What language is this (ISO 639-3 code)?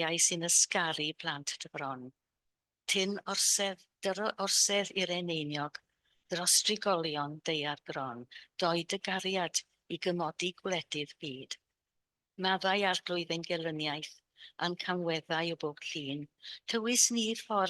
cym